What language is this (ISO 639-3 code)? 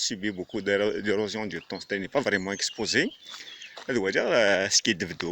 kab